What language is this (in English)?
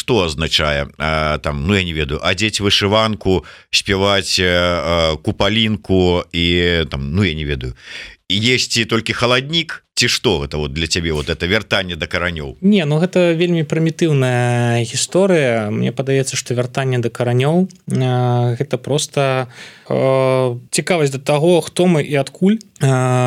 Belarusian